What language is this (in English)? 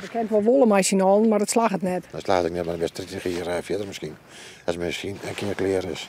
Western Frisian